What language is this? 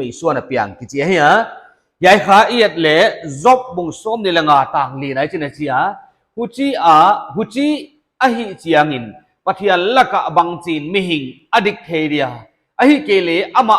Paite Chin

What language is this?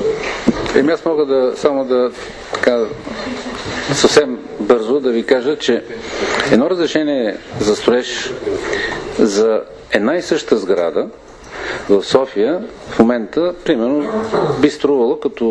Bulgarian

